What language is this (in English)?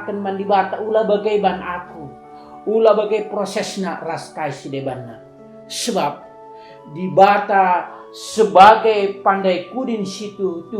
Batak Karo